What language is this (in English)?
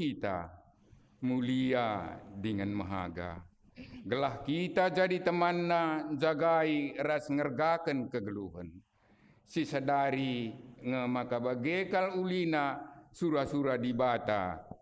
Batak Karo